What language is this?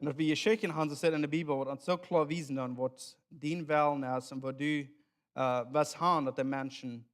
Plautdietsch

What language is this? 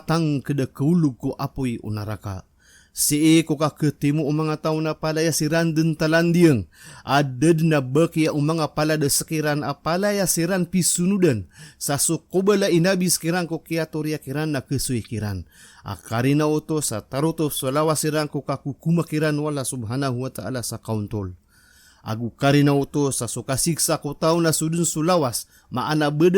Maranao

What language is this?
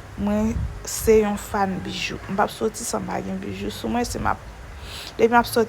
Haitian Creole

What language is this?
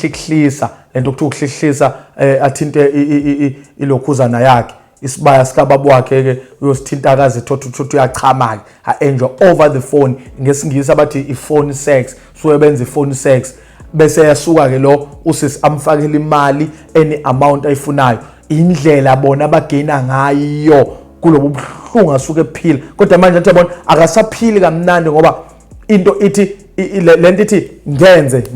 Zulu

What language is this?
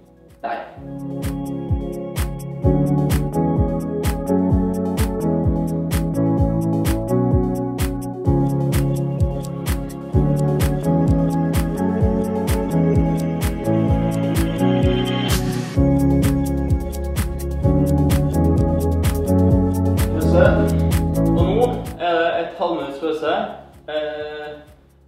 Norwegian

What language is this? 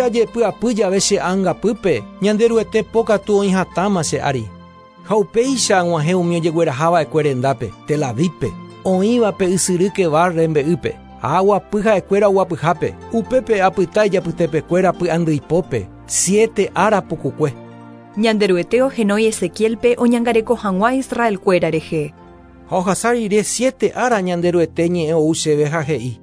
Guarani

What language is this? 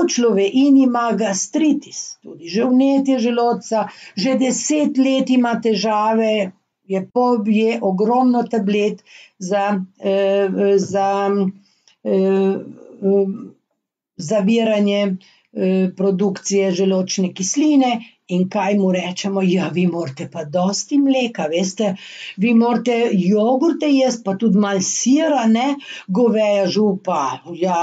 Slovenian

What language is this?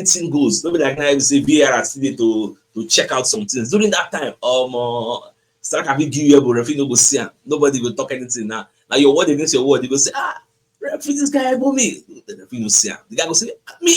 Nigerian Pidgin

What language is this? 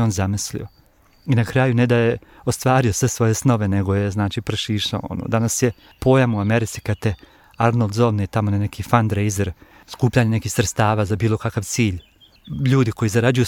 Croatian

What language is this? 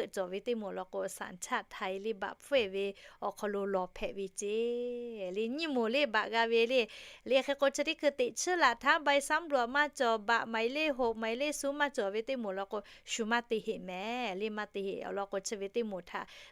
Lahu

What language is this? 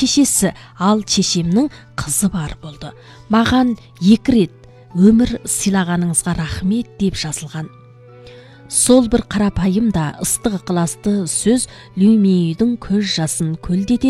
Kazakh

